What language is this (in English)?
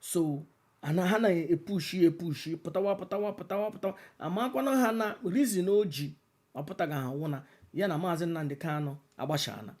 Igbo